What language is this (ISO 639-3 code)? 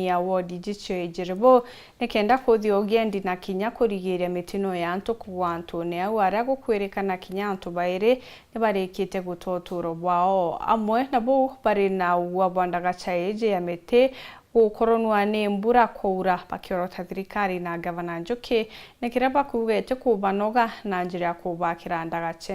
mer